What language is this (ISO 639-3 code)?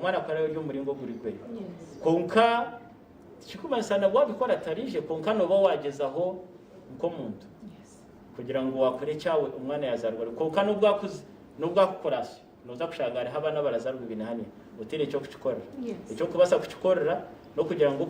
nyn